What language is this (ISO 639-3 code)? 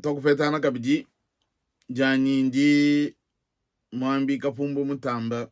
lua